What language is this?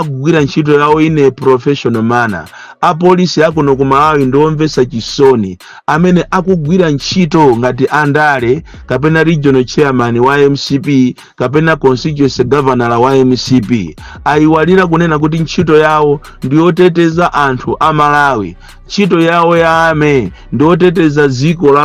Nyanja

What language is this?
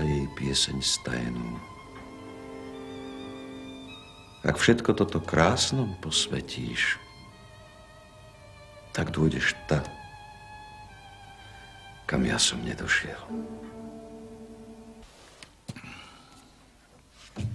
Slovak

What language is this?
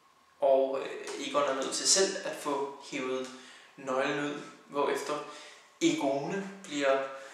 Danish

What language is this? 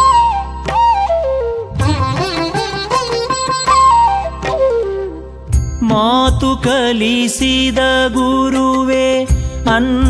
Kannada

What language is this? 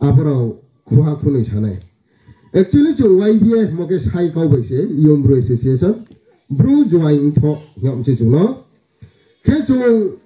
Riang (India)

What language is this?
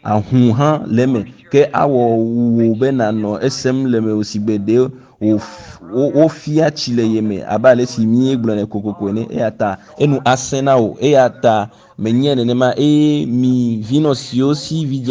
Ewe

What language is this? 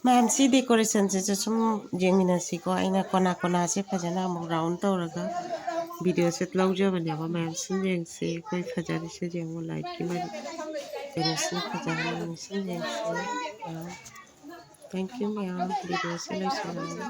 Manipuri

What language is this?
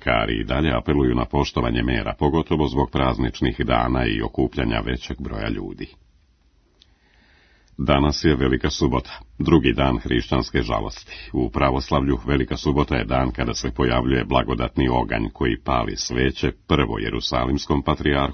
Serbian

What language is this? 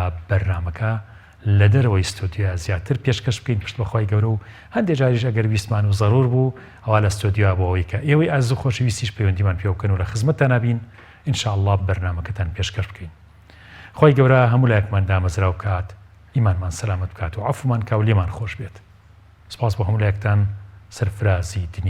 Central Kurdish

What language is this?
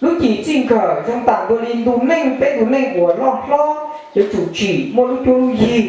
Hmong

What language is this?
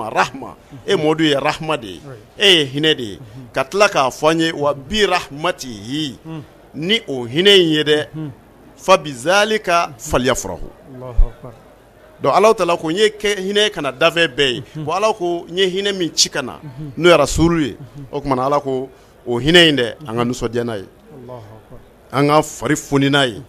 Bambara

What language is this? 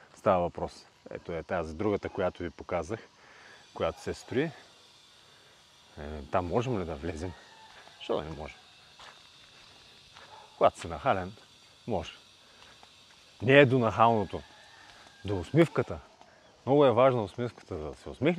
Bulgarian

